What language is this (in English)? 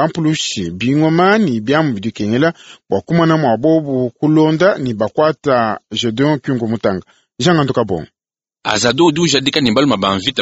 Luba-Lulua